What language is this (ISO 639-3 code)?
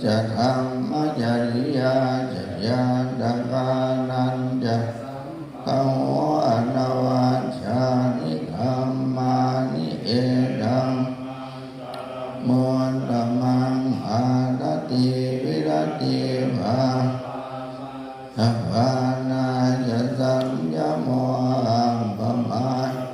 pli